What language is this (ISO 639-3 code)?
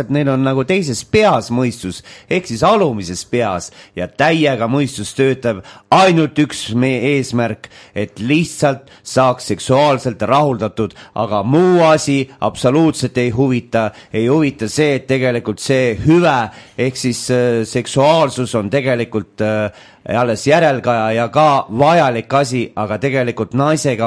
est